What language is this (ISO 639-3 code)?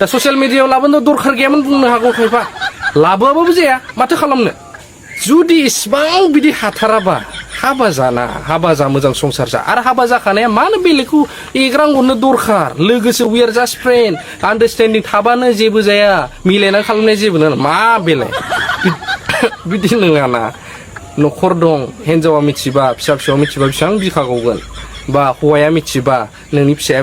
brx